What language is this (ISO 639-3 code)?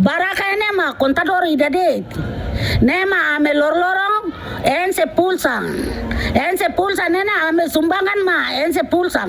tet